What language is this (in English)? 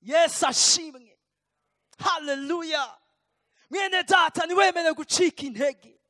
Rundi